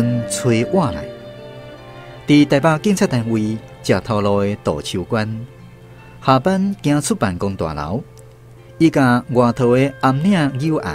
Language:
Min Nan Chinese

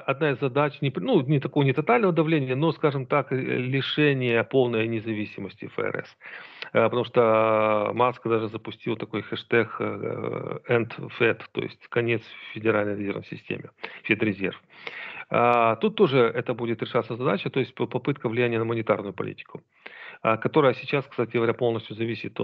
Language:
Russian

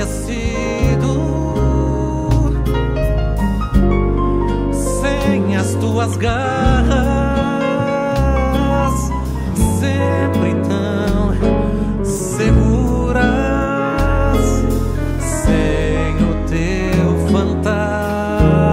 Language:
Portuguese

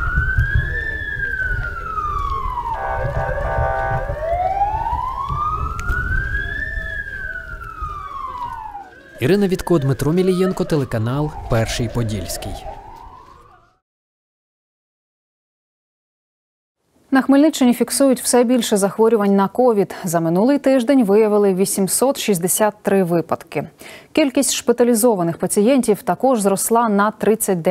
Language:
Ukrainian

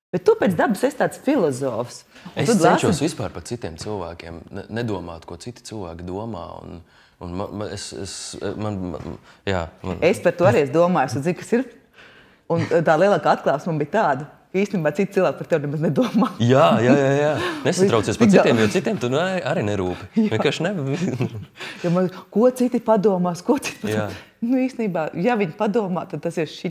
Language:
Latvian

